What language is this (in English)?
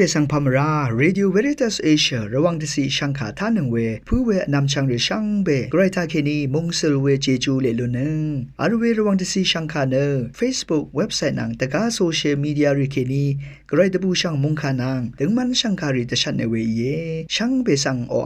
Rawang